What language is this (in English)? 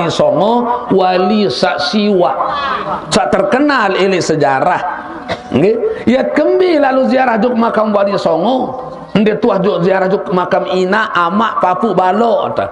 Sasak